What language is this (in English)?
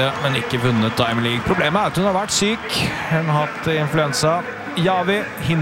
Norwegian